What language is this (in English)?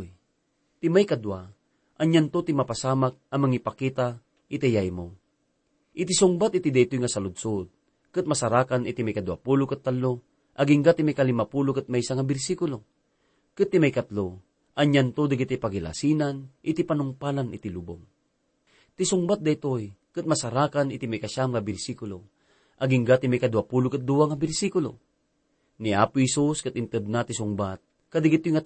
Iloko